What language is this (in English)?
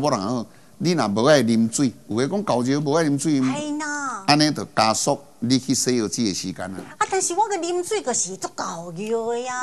Min Nan Chinese